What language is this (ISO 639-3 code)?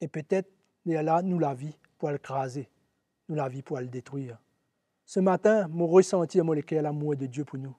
mfe